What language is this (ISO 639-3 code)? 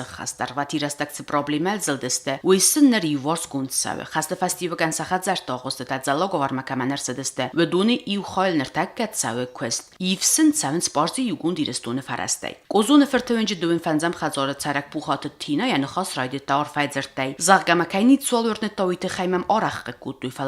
oss